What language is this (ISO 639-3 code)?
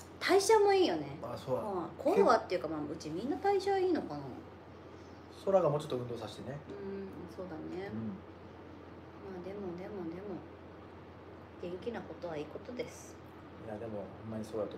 jpn